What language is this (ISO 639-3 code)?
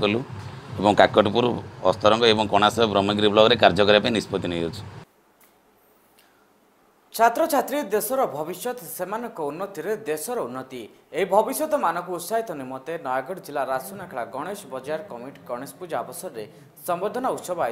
ori